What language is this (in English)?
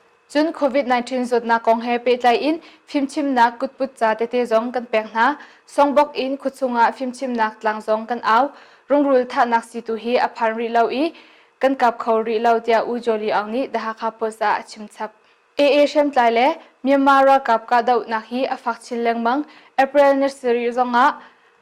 Hakha Chin